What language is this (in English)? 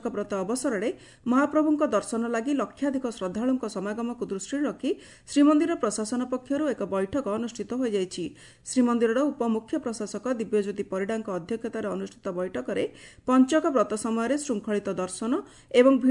Odia